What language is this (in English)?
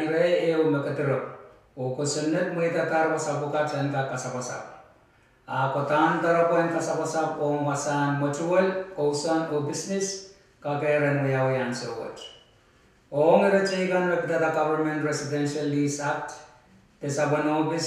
Pohnpeian